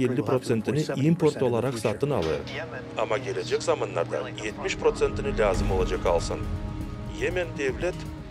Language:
Gagauz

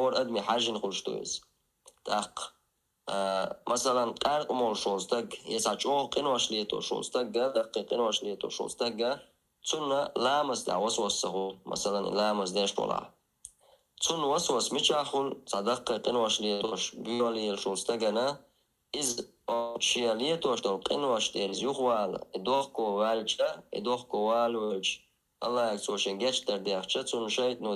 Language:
Chechen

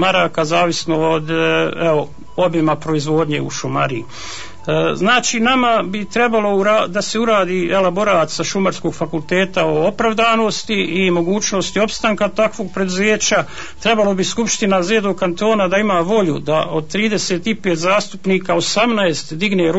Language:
Bosnian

